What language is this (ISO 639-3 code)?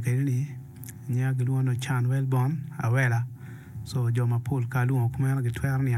ach